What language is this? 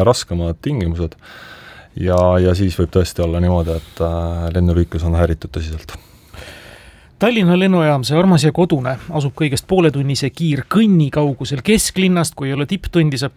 Estonian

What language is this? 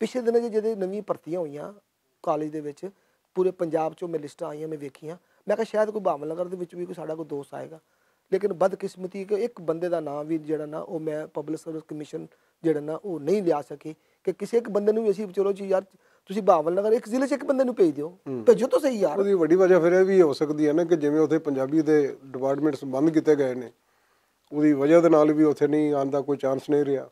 Western Panjabi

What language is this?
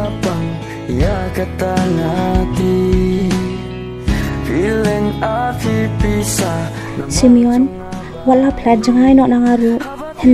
Khasi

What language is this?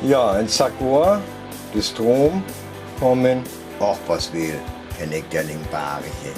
Northern Frisian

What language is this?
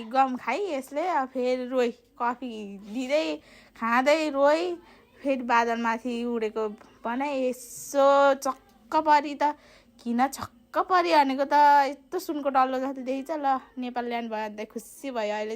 Nepali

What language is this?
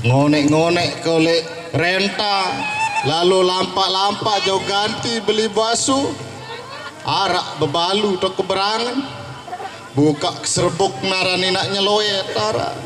Sasak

